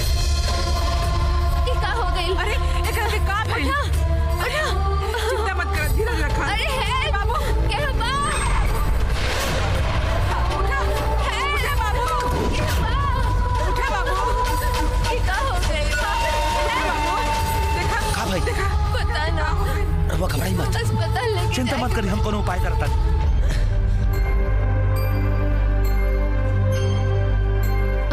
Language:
Bhojpuri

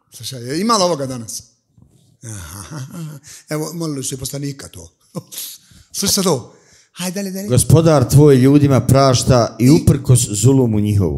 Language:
Bosnian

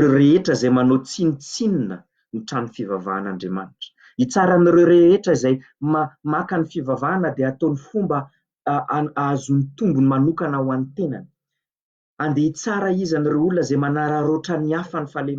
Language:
Malagasy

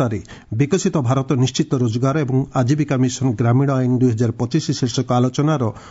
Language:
Odia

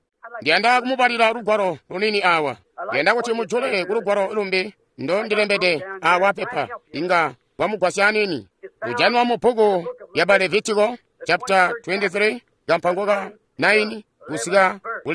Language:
Tonga (Zambia)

